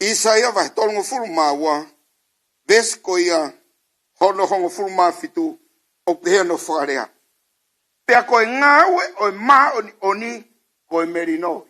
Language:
Tongan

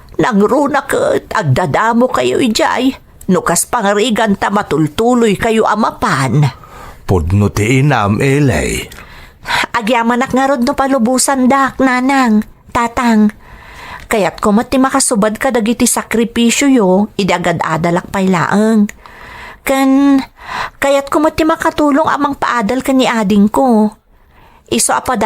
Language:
Iloko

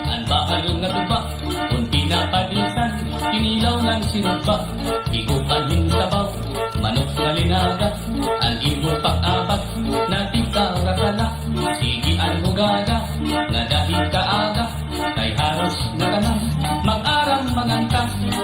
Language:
Waray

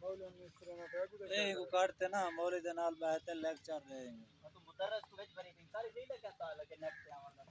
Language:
Saraiki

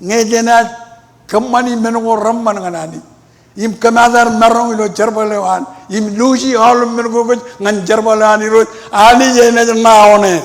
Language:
Marshallese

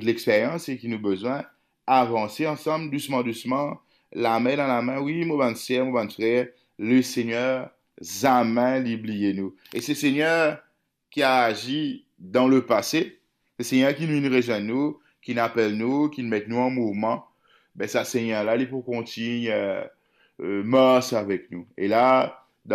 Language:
Morisyen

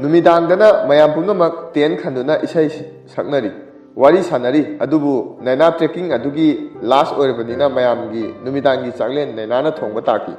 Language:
Manipuri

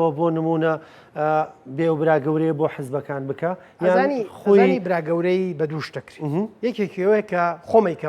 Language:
Central Kurdish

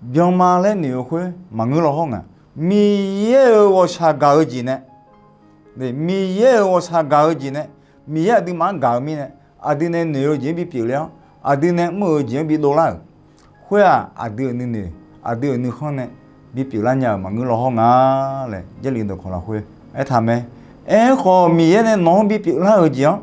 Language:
Akha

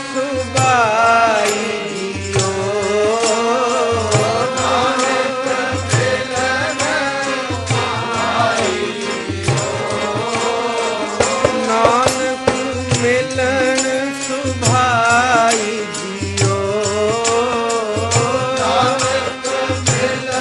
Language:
Punjabi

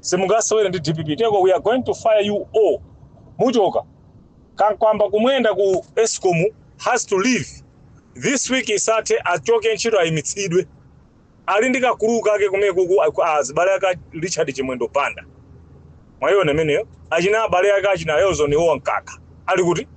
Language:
Nyanja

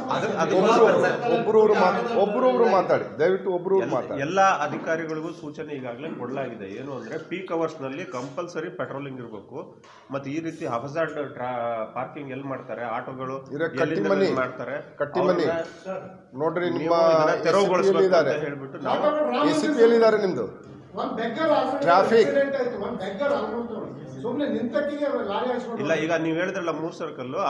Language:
Kannada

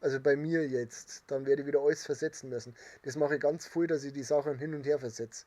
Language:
Bavarian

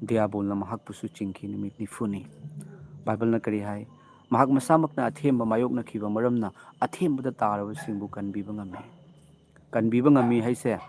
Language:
Manipuri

